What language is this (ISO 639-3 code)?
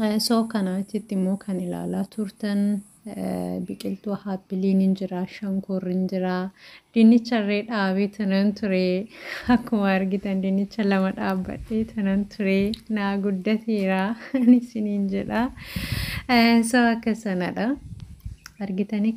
orm